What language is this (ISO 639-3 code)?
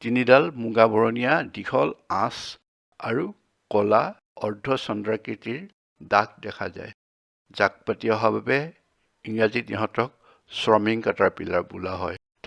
asm